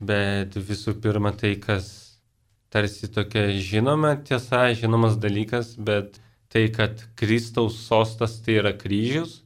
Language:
Lithuanian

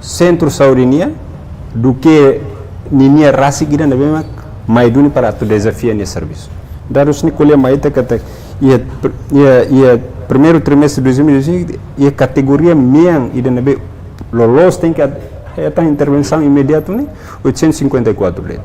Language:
Tetum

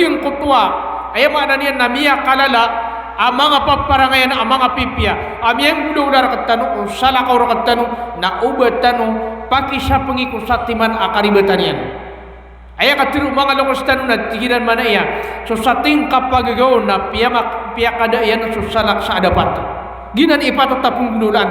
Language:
Maranao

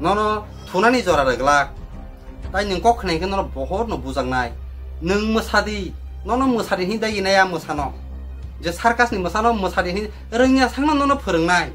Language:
Kok Borok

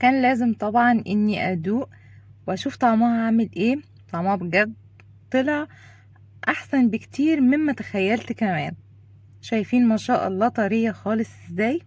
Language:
Egyptian Arabic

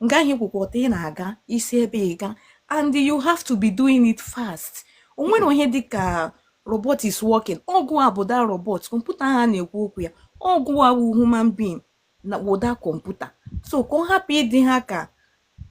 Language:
Igbo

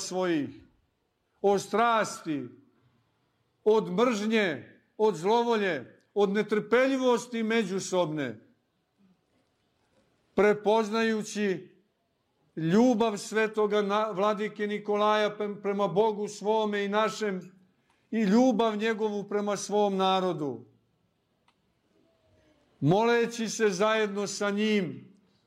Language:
Serbian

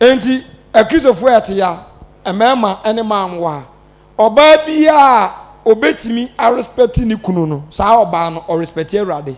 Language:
Akan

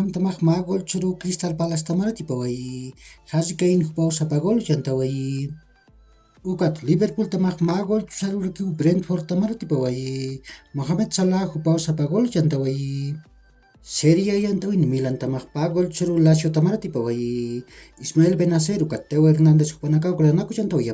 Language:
Aymara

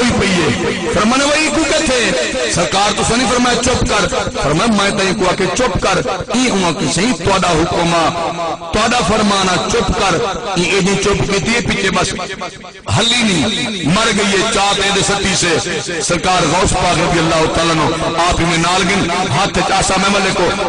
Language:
Saraiki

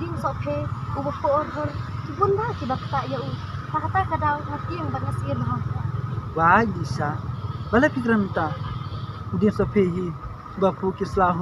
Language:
Khasi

